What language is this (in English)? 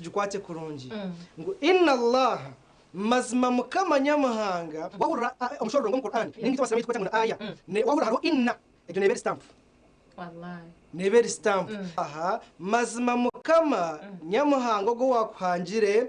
Nyankole